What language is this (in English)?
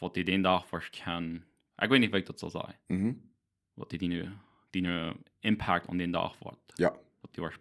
Plautdietsch